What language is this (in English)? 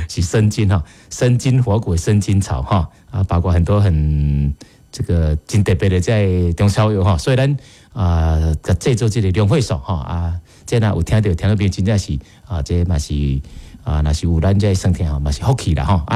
Min Nan Chinese